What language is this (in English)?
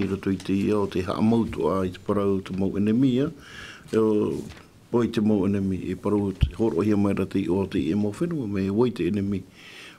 Tahitian